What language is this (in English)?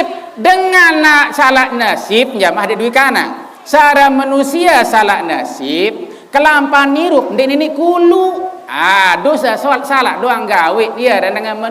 Sasak